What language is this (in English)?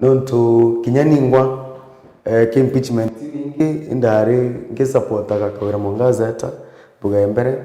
Meru